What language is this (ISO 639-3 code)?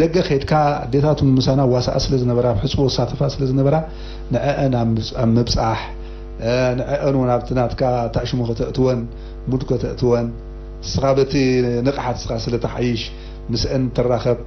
tir